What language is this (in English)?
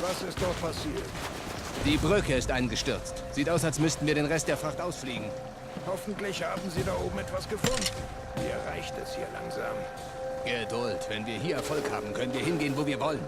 Swiss German